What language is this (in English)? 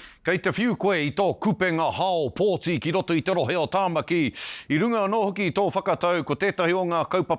Māori